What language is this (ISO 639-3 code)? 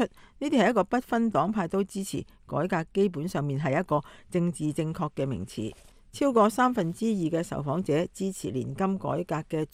yue